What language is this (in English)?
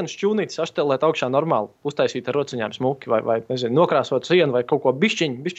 Latvian